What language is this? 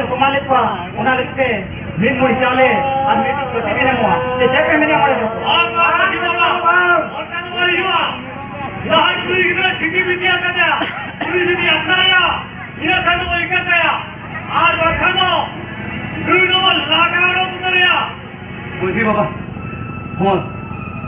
Santali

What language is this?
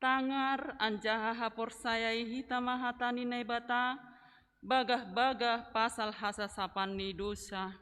Batak Simalungun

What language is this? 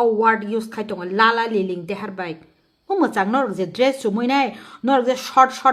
Kok Borok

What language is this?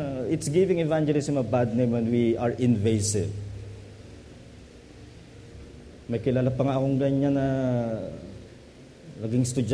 Filipino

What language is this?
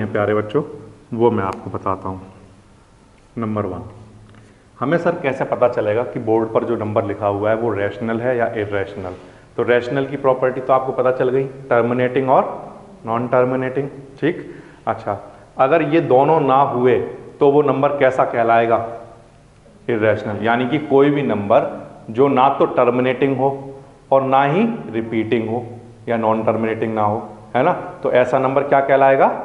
Hindi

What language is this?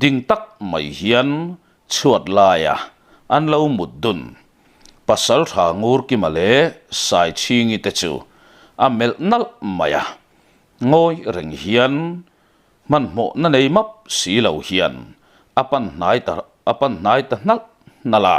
Mizo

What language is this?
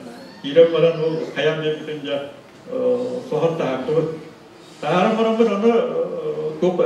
Yakut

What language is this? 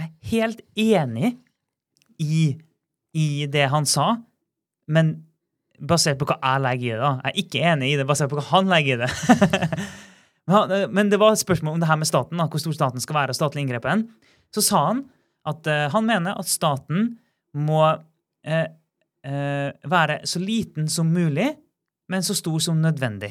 Norwegian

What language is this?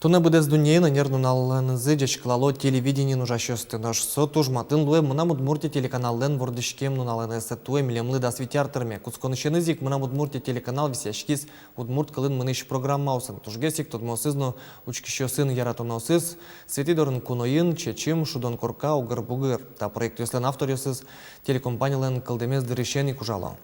Udmurt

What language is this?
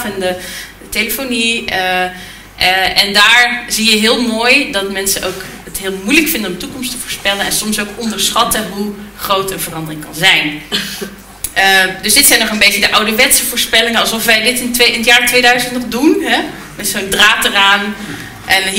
Dutch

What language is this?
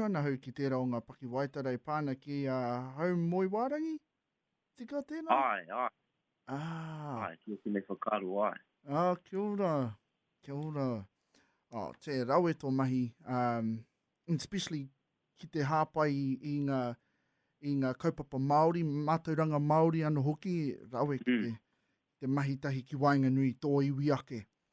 Māori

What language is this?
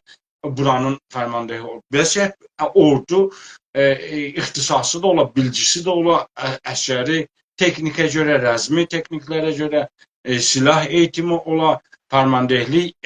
South Azerbaijani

